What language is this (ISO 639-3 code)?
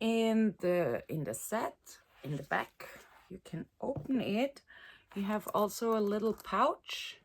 gsw